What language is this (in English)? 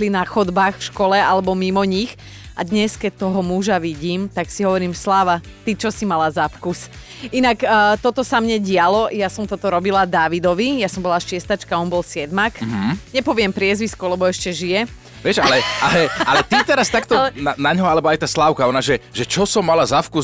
Slovak